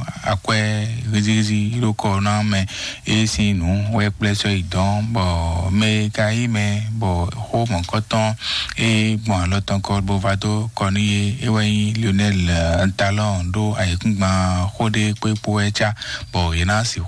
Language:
Fon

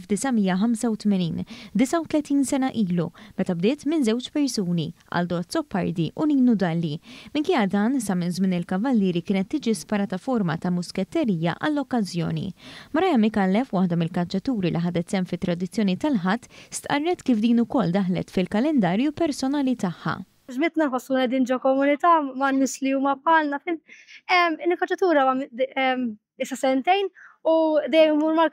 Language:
Maltese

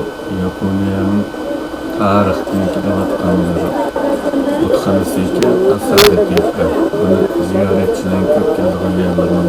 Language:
Uyghur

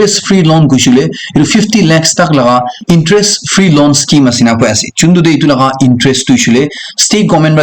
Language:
Naga Pidgin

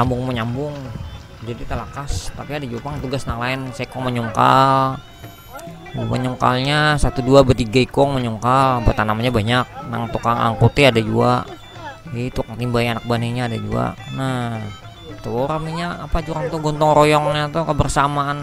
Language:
Banjar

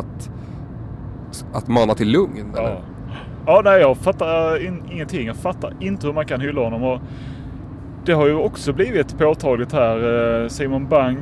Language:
Swedish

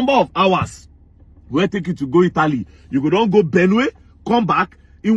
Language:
Nigerian Pidgin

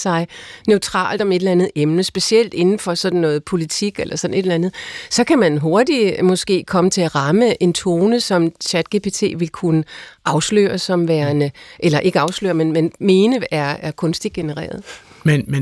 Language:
Danish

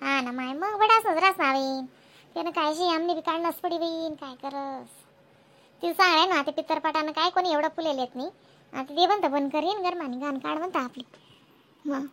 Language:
Khandesi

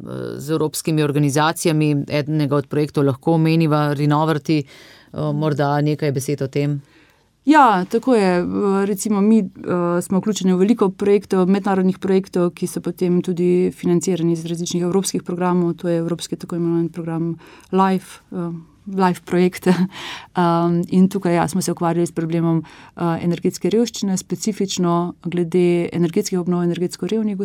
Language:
Slovenian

